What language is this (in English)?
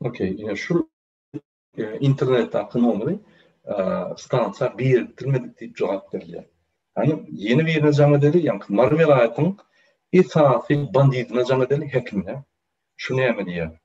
Turkmen